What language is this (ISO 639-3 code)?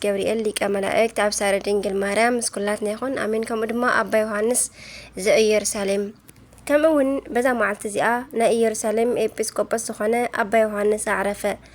tir